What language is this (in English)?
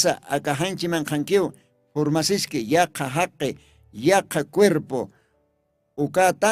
Aymara